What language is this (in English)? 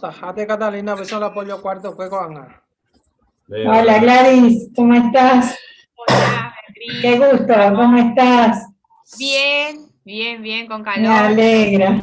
Guarani